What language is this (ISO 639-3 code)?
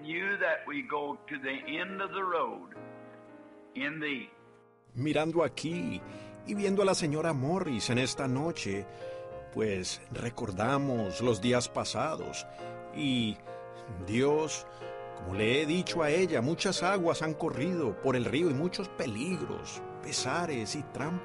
spa